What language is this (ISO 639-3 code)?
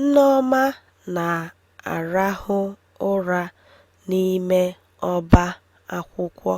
ibo